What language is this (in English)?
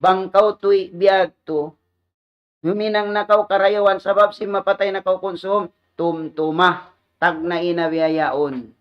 Tausug